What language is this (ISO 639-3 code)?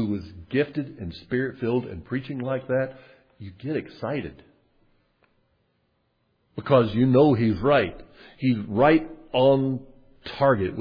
eng